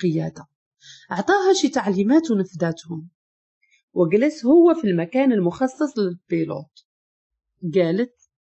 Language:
Moroccan Arabic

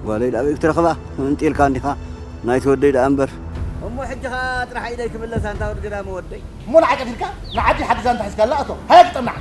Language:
Tigrinya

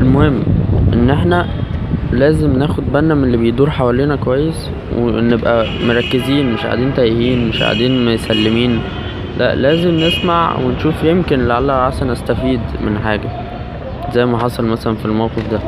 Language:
Egyptian Arabic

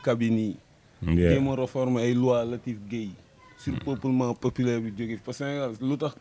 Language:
Wolof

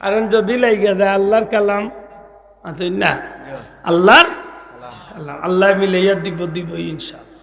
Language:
Sylheti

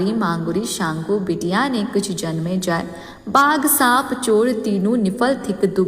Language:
Maithili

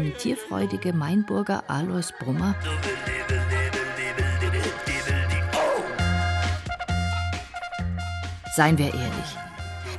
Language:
German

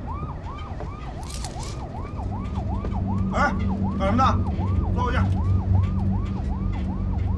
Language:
Chinese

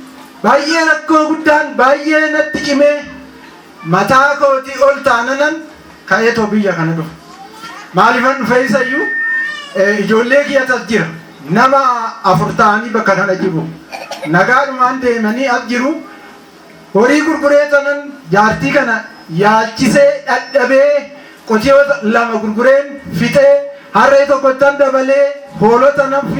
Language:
Oromo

